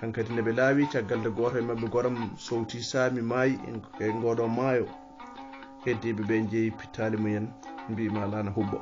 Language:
Fula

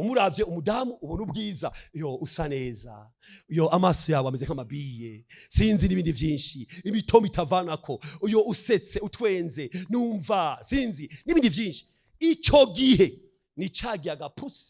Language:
Rundi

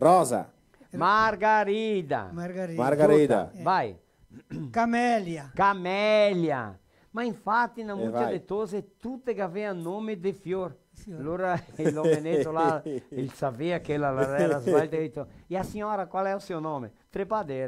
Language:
Venetian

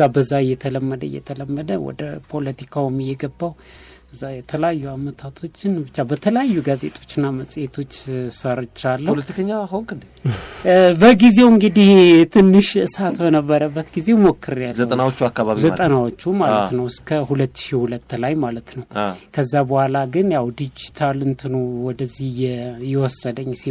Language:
Amharic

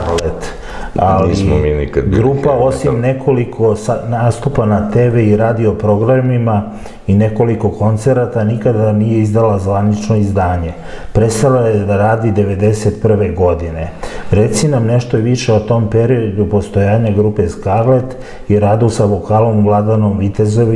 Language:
Serbian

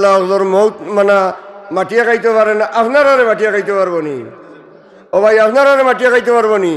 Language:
Sylheti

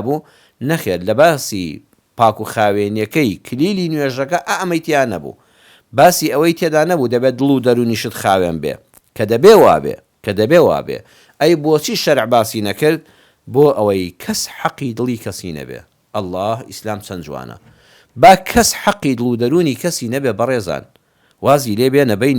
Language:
Central Kurdish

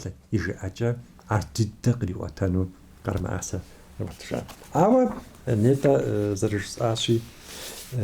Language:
Kabardian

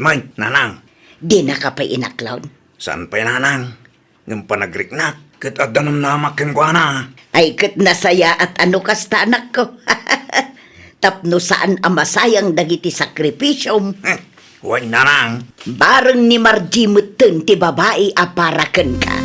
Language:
Iloko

